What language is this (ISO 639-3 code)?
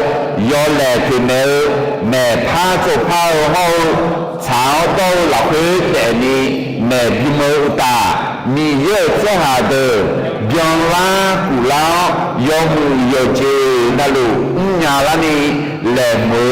ahk